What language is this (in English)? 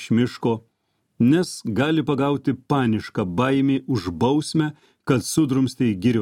Lithuanian